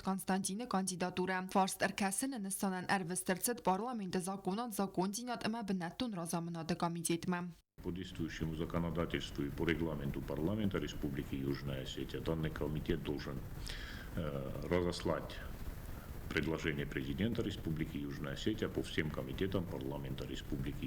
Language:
Ossetic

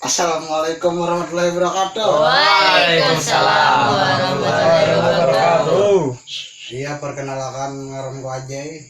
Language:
Banjar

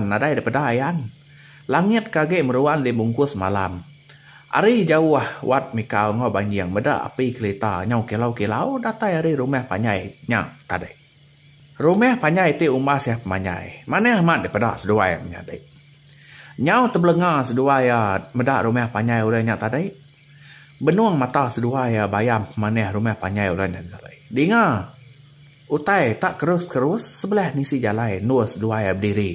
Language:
Iban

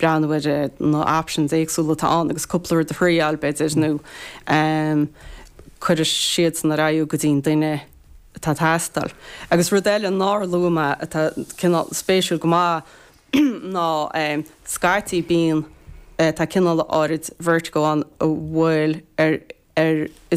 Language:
Irish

